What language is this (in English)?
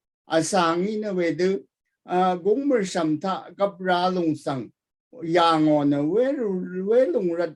Rawang